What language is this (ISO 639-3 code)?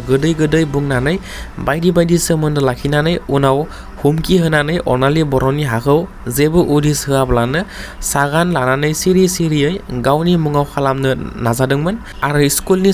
brx